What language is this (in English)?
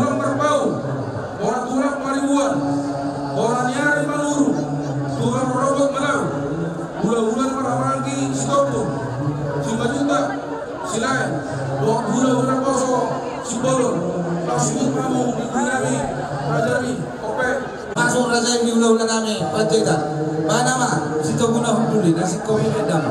Batak Toba